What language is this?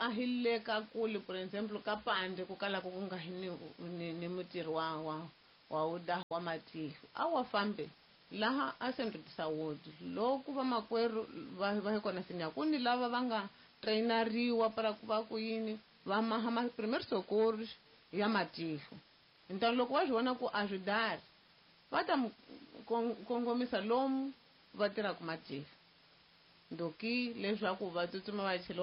Tsonga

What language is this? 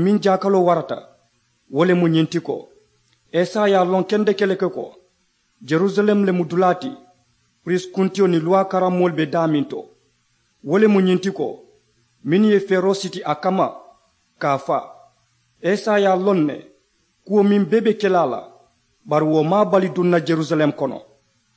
Mandingo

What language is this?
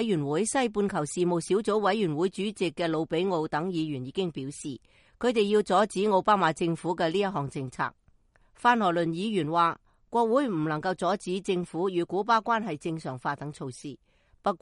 Cantonese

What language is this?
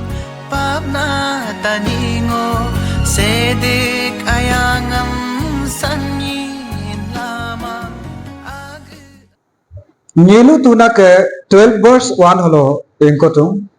Adi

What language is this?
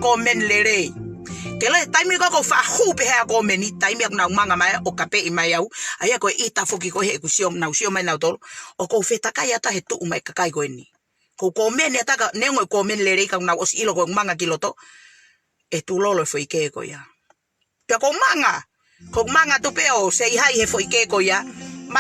Tongan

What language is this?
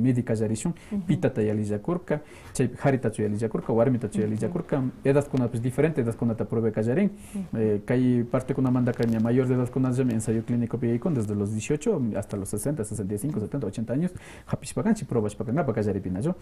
Quechua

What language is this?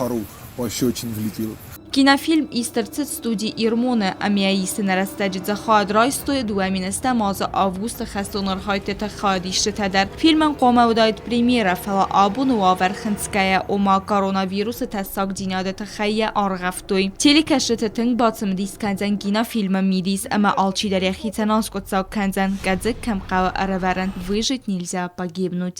Ossetic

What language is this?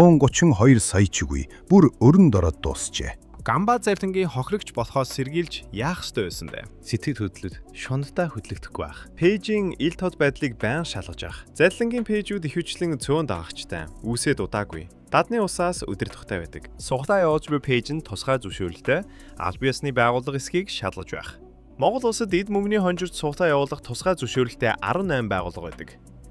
Mongolian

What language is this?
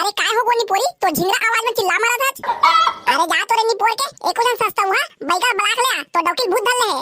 Chhattisgarhi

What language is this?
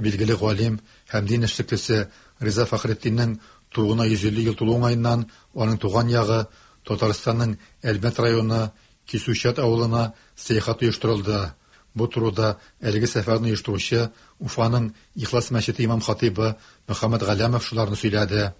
Tatar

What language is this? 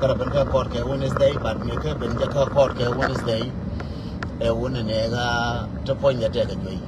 Nuer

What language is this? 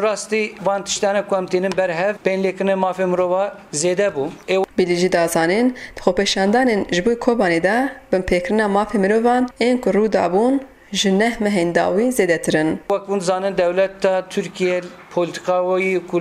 Kurdish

